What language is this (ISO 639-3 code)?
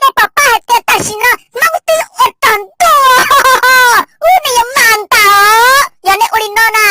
hmn